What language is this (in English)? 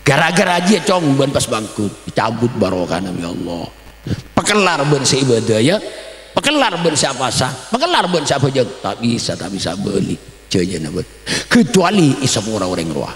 Madurese